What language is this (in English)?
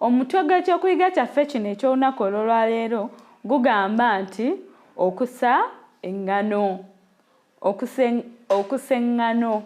Ganda